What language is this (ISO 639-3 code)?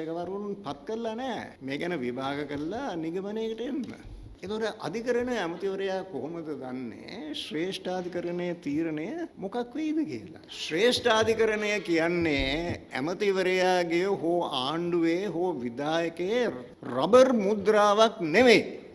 sin